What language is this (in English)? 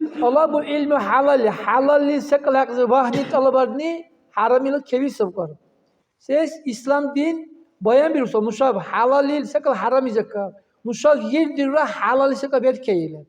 Dargwa